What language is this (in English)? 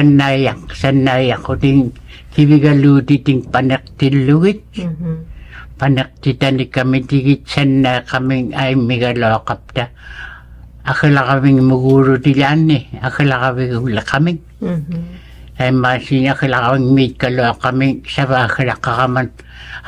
Inuktitut